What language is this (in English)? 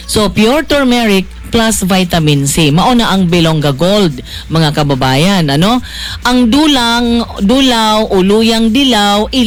Cebuano